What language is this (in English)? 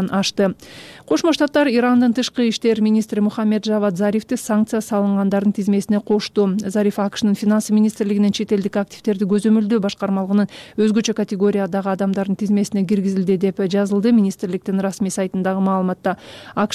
Kyrgyz